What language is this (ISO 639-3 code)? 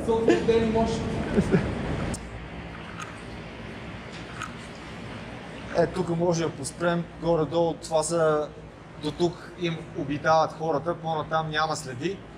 bul